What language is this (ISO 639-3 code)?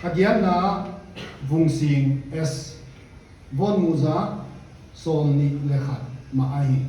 pck